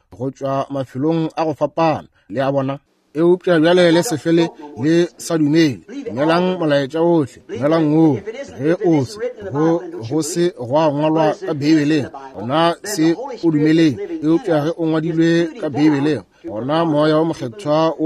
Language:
Northern Sotho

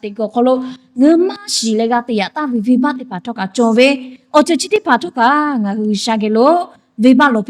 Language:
Lahu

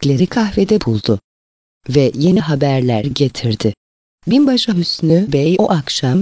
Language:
Turkish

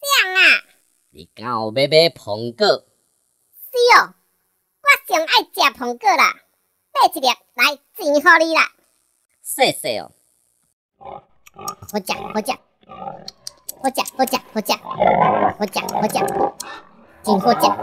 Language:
Min Nan Chinese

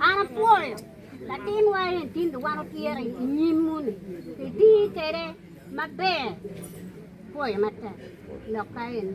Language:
Acoli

